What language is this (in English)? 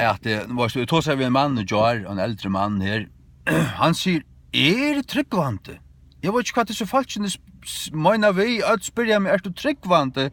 Faroese